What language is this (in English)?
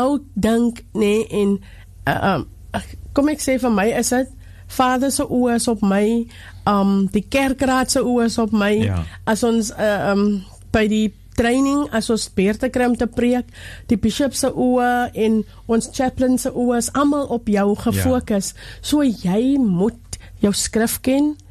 Afrikaans